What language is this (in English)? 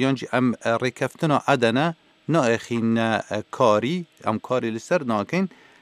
Kurdish